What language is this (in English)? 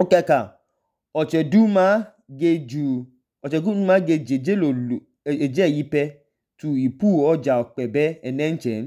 Idoma